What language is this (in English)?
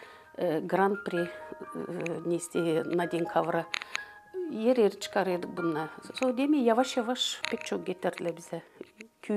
Gagauz